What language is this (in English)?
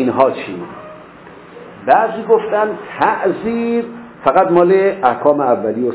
Persian